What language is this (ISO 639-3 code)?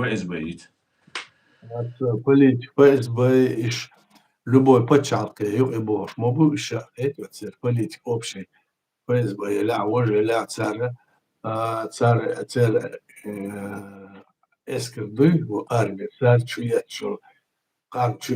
che